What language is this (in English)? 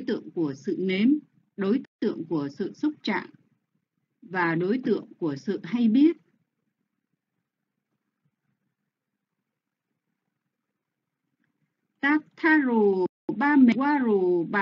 Vietnamese